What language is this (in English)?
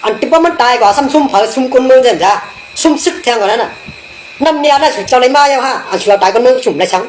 Shan